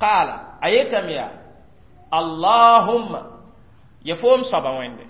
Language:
Mossi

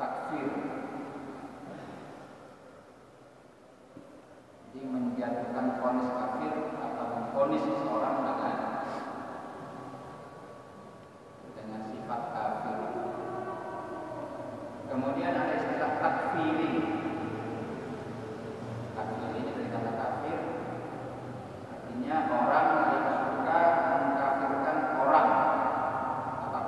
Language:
Indonesian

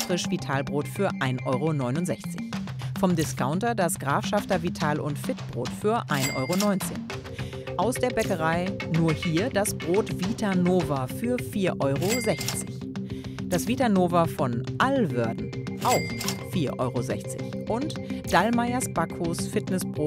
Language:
German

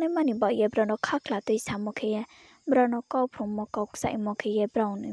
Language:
Riang (India)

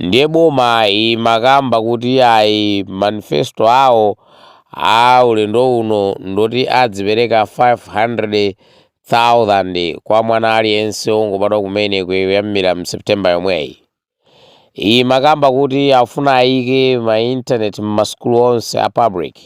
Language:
Nyanja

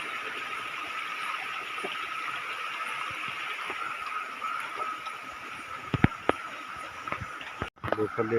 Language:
S'gaw Karen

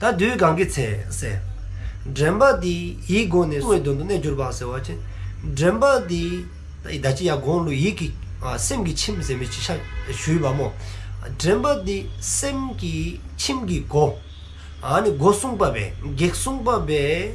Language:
Dzongkha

